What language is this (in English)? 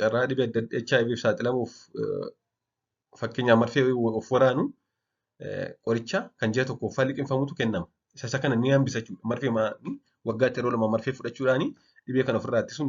Oromo